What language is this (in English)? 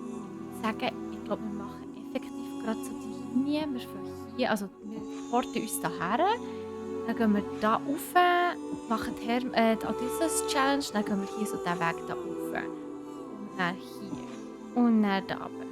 Swiss German